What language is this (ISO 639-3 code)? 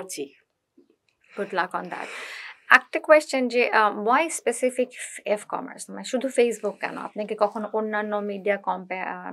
ben